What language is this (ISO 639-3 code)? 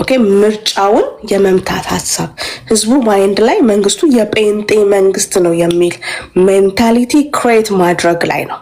amh